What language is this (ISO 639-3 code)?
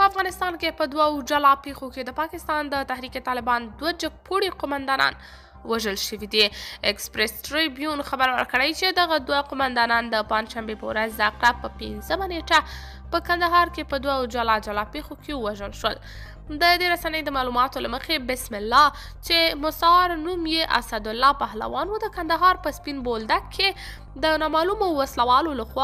pus